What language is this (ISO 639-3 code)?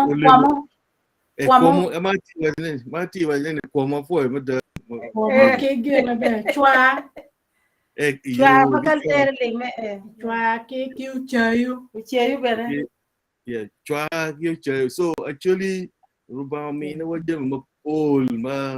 ach